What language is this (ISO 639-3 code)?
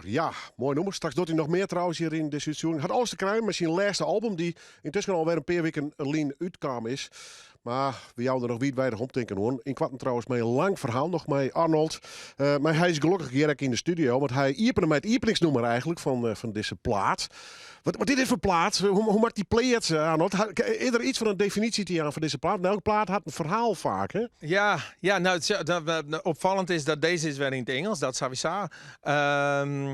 fry